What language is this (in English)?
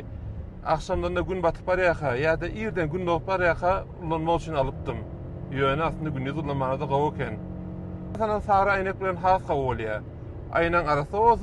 Turkmen